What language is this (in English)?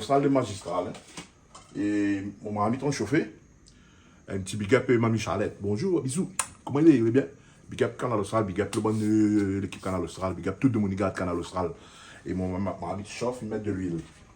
Réunion Creole French